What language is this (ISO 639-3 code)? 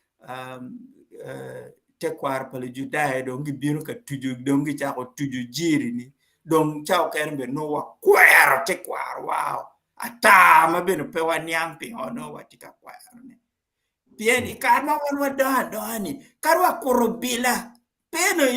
ach